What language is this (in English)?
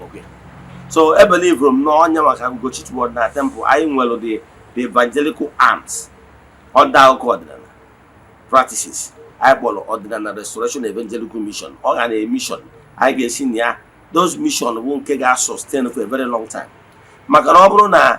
Igbo